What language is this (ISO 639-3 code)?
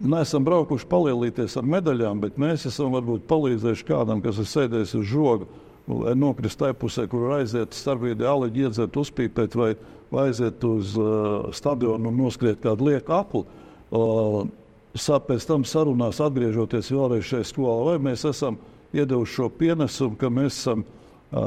lav